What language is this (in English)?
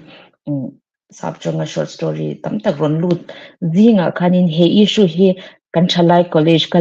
Mizo